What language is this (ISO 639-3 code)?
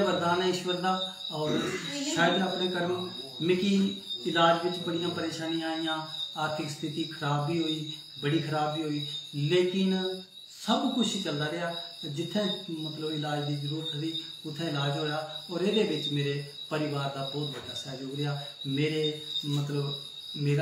doi